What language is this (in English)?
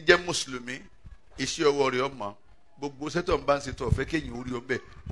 Yoruba